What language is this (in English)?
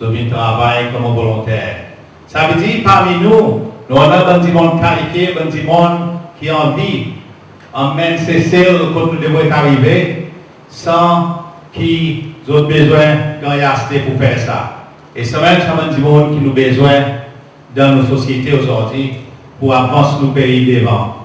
Seselwa Creole French